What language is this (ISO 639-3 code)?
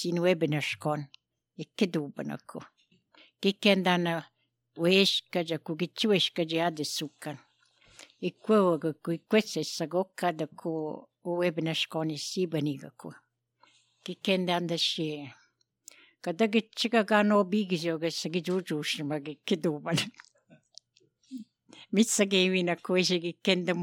sqi